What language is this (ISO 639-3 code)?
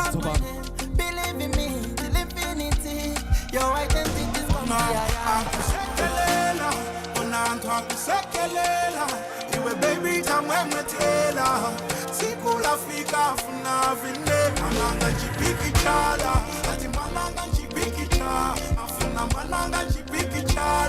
nya